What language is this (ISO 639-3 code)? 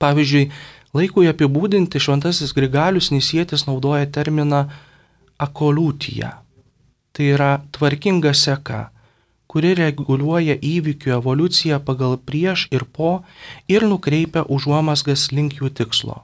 lit